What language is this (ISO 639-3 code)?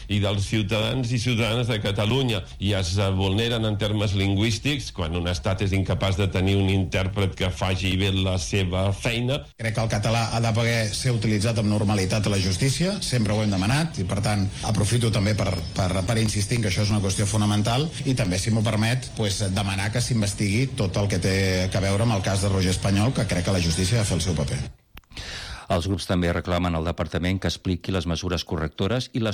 cat